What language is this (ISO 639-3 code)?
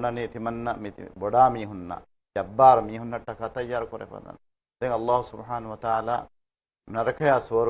div